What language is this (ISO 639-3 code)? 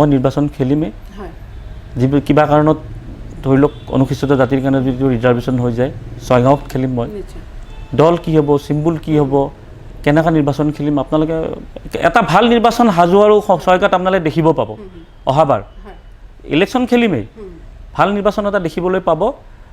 asm